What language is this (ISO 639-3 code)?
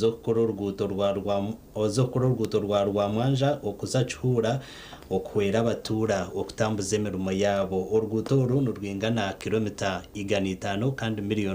nyn